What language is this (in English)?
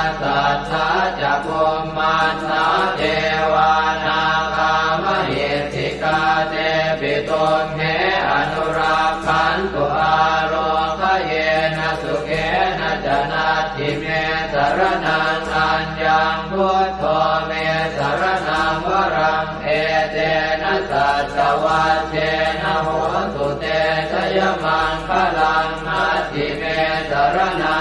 Pali